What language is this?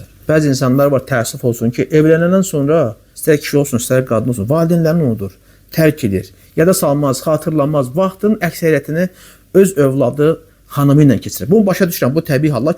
Azerbaijani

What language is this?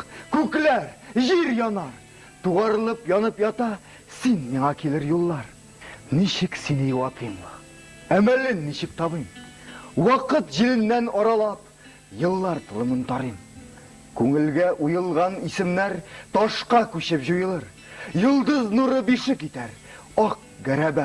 Tatar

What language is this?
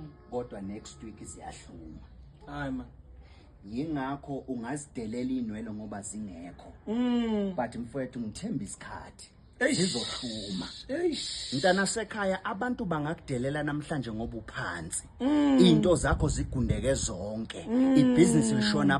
Zulu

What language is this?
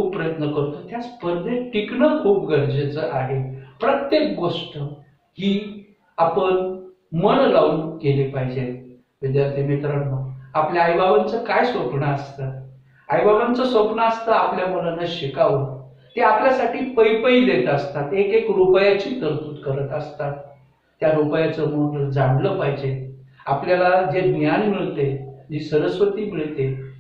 Marathi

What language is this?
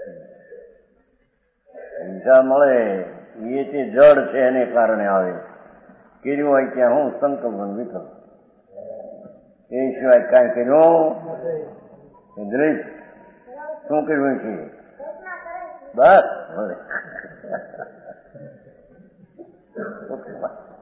Gujarati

